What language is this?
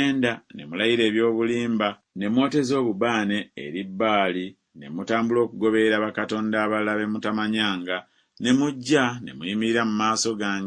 Ganda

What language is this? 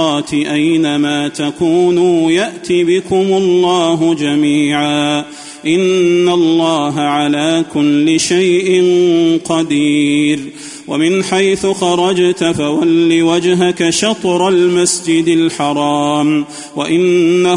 Arabic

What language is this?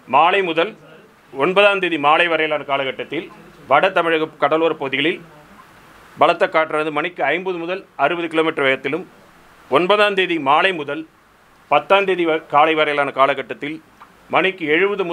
Tamil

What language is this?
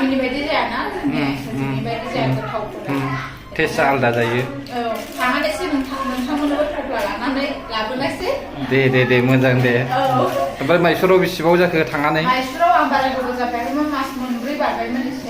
Bodo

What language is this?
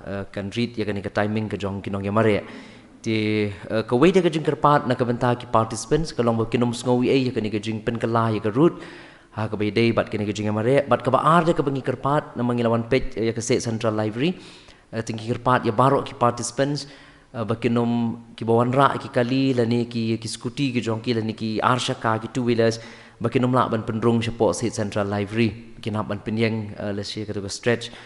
Khasi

